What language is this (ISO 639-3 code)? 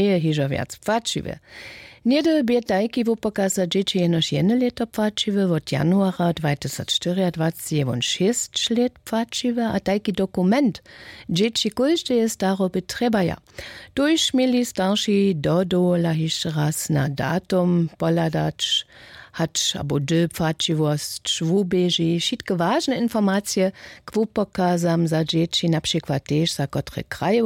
hsb